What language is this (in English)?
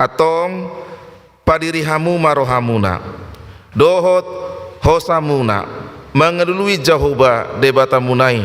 Batak Toba